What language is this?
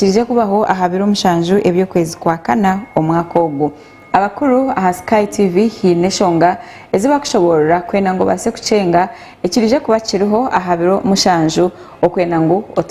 Nyankole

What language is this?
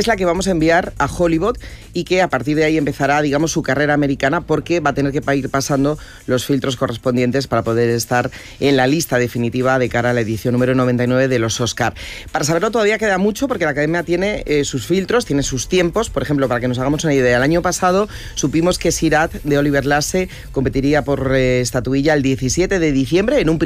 Spanish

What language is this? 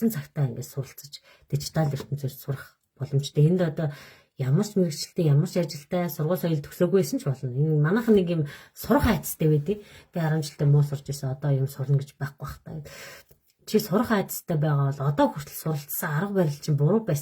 Mongolian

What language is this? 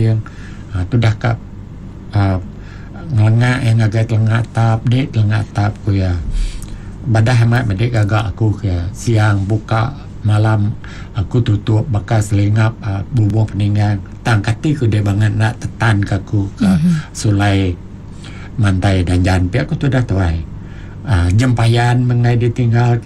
Iban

